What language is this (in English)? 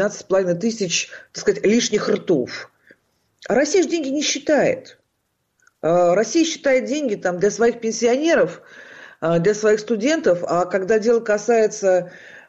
Russian